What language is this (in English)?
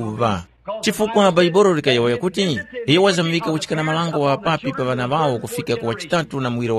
Tumbuka